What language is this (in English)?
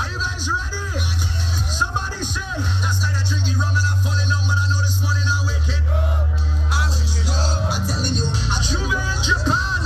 Jamaican Creole English